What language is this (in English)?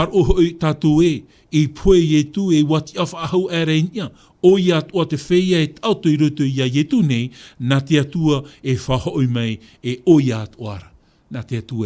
Tahitian